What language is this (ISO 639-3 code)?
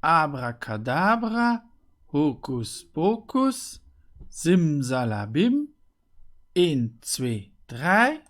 ltz